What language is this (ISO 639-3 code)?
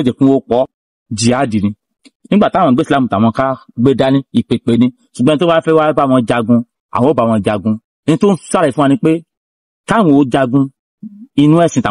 yor